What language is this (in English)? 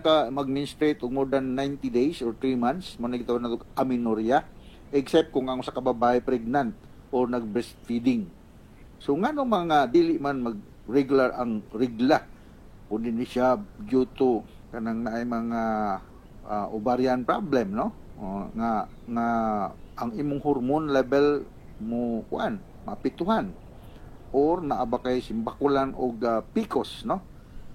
Cebuano